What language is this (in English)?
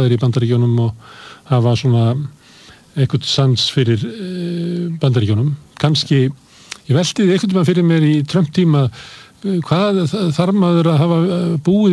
Icelandic